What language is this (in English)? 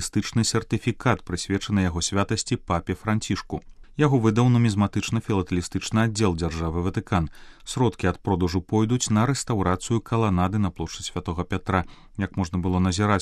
Belarusian